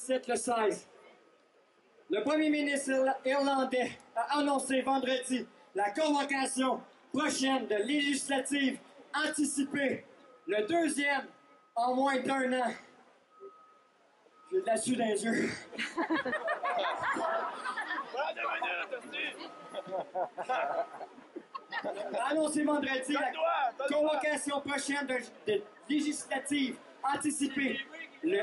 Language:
French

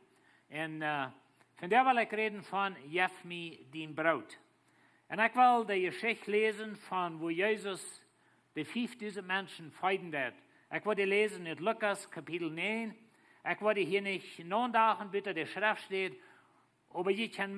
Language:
Plautdietsch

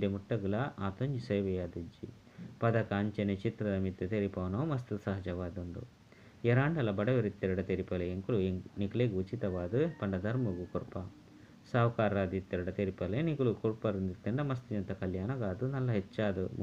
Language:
Tulu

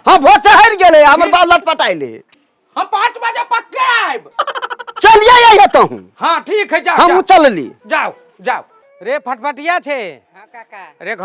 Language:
Maithili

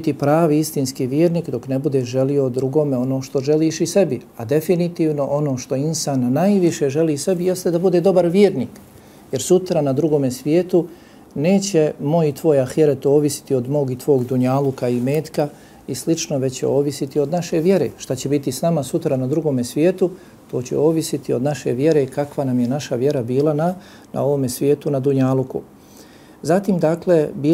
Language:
Bosnian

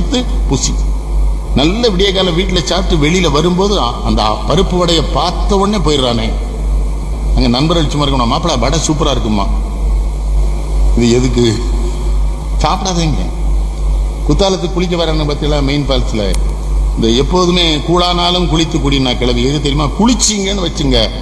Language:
Tamil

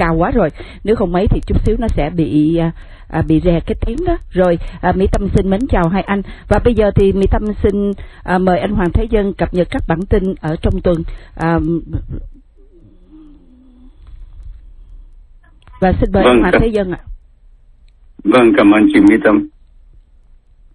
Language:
Vietnamese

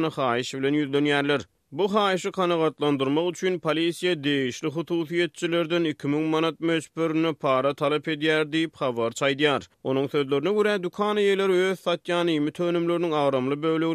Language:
Turkmen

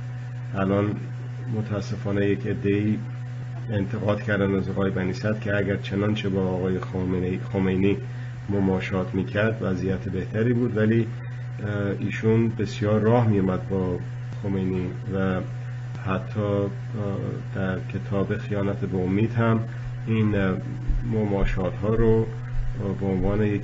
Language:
Persian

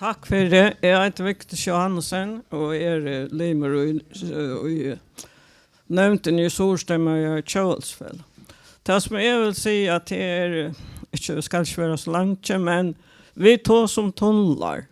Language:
Faroese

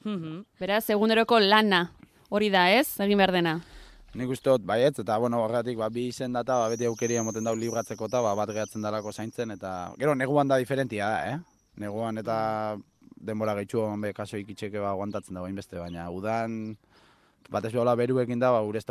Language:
Basque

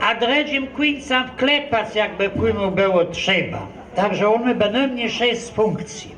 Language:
Kashubian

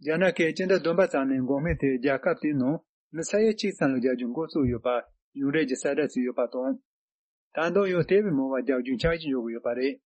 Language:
Tibetan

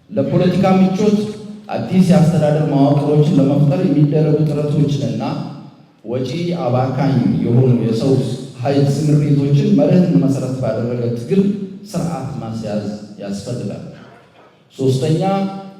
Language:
Amharic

